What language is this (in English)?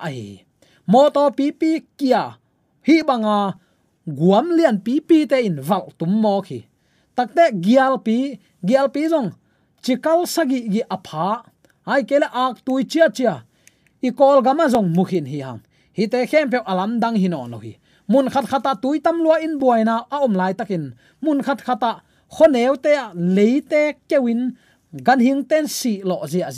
Tedim Chin